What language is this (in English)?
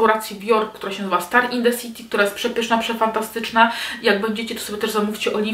Polish